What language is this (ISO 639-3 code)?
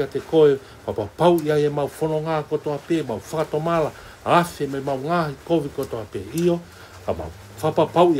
ton